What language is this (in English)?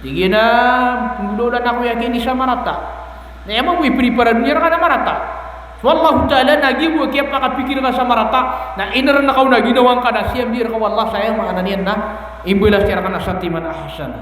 Maranao